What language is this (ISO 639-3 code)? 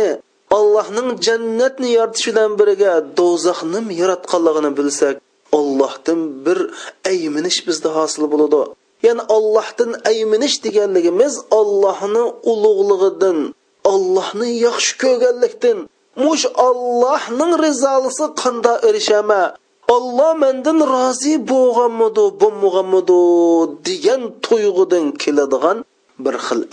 uig